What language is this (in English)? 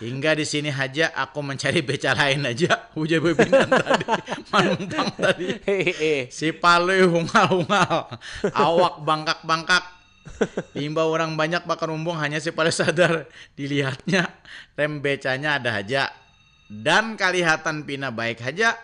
Banjar